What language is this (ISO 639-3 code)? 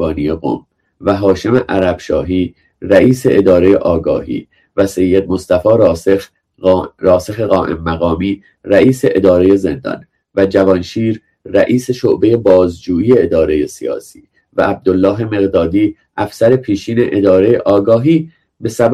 fas